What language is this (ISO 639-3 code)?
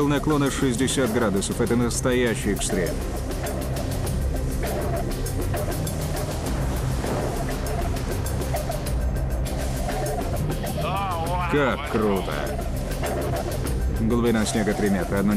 rus